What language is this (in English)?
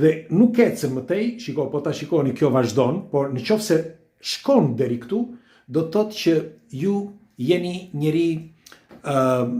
Albanian